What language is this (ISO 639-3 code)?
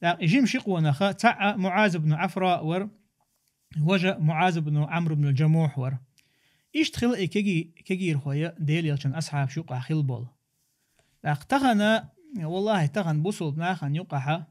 che